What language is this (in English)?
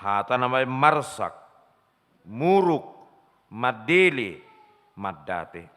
Batak Toba